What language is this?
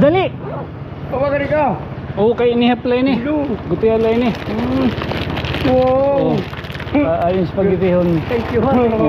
Waray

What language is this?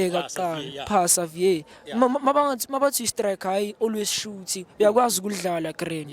Zulu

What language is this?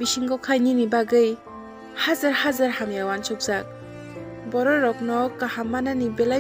Kok Borok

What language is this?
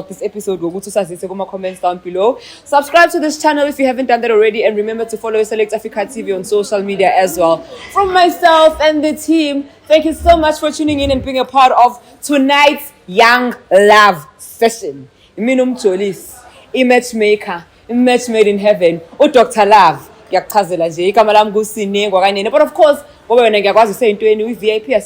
Zulu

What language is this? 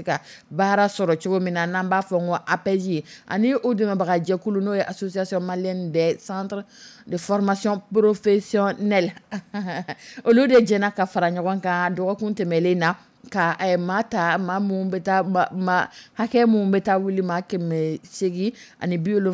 Dyula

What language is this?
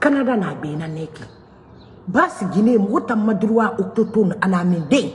Mandingo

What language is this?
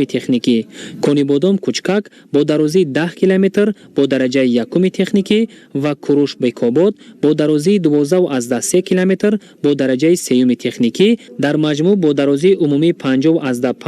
Tajik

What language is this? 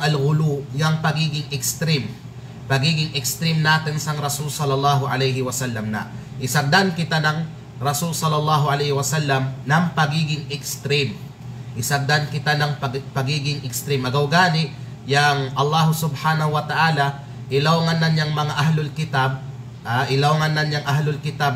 Kalagan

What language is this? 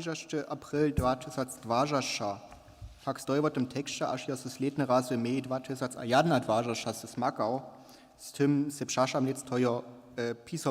Upper Sorbian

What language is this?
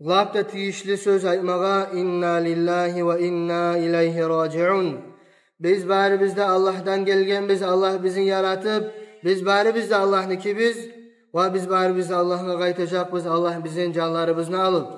Kumyk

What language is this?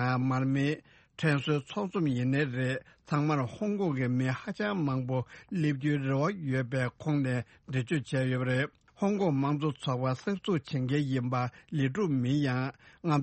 Tibetan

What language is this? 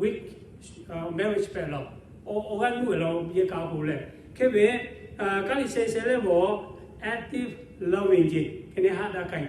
Lahu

